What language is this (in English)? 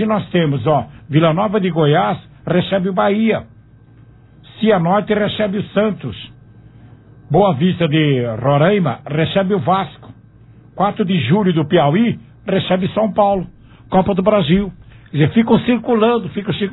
Portuguese